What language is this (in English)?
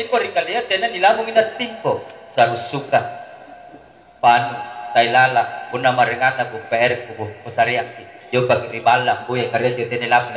Makasar